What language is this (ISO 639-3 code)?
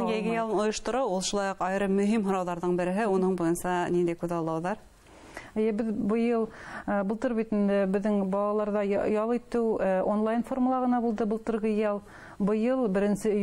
bak